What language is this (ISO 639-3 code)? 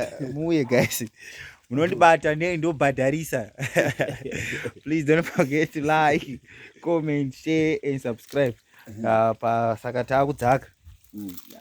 sna